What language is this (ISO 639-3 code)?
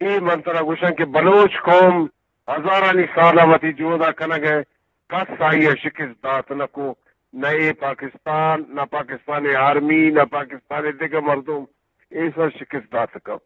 bgp